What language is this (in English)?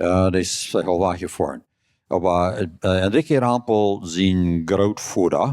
Plautdietsch